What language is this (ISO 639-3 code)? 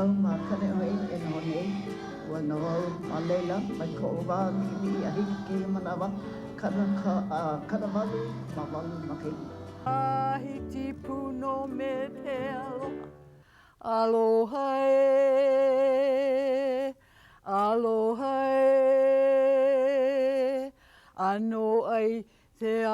haw